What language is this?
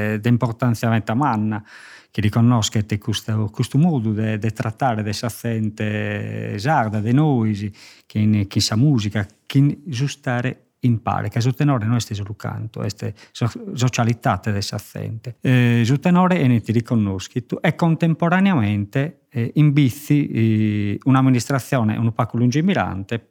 Sardinian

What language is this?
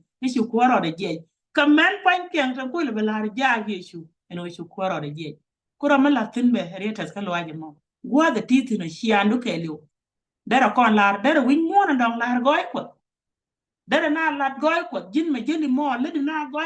Nuer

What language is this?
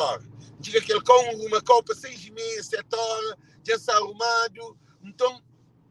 Kabuverdianu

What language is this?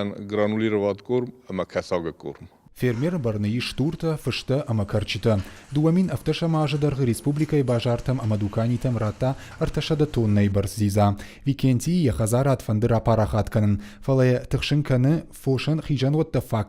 Ossetic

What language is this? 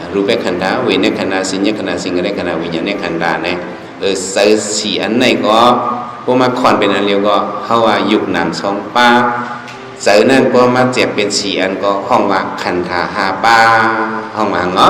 Shan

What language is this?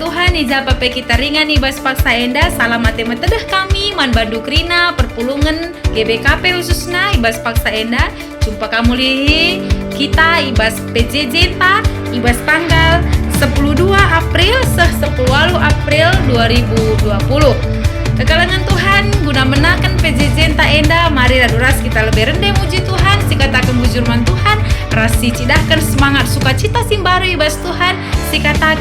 Batak Karo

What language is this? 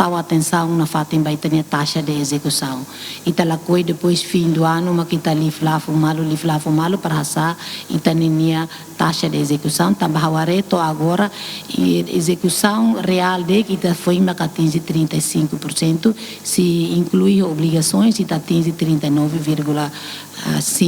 Tetum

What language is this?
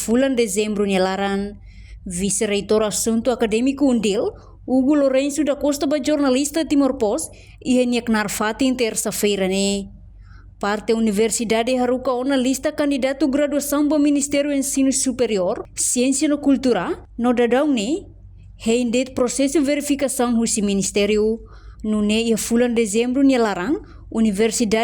Tetum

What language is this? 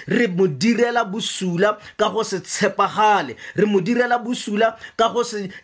Tswana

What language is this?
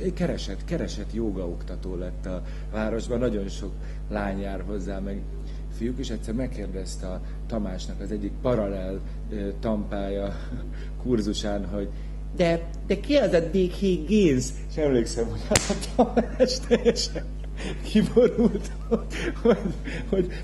Hungarian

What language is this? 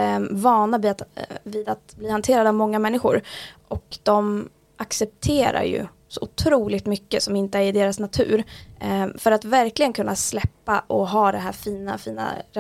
Swedish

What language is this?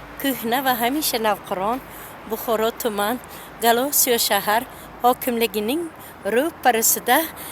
Uzbek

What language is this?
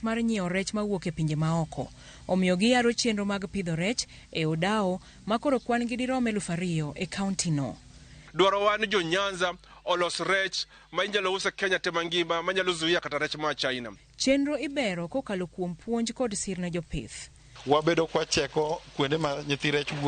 Luo (Kenya and Tanzania)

